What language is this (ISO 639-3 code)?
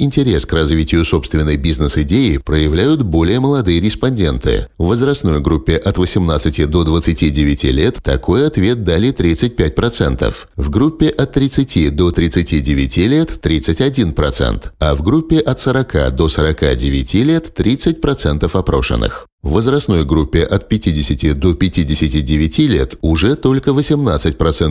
rus